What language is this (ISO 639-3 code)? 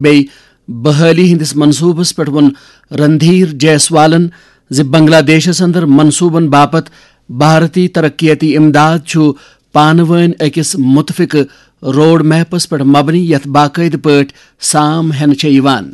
kas